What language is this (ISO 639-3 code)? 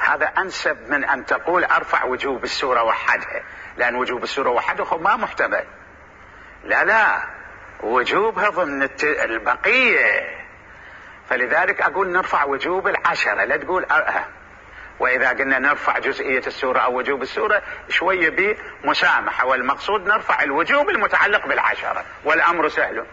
acm